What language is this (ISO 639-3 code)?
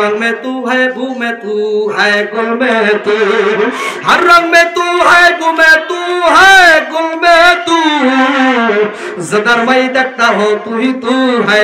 ben